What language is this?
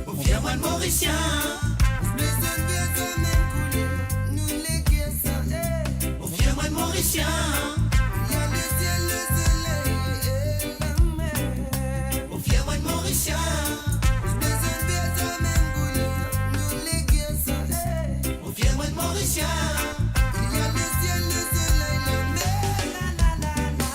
Morisyen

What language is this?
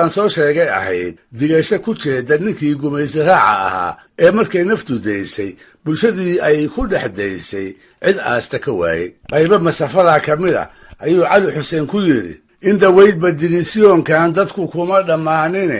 Somali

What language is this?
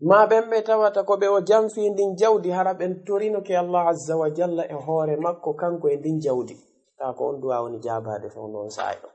Fula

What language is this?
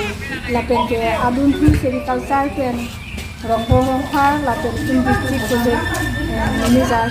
Karbi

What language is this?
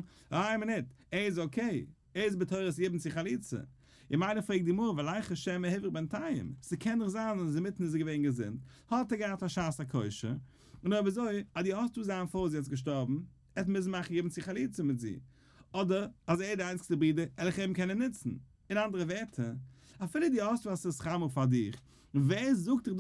Yiddish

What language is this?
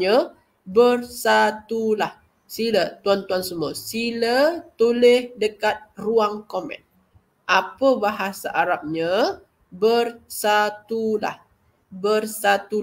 Malay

